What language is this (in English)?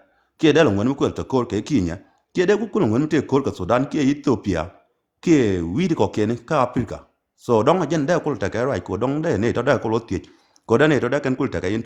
Nuer